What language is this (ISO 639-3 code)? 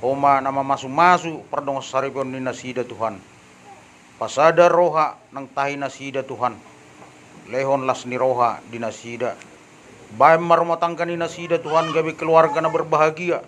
bbc